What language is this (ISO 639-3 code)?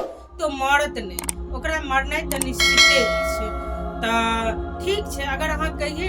mai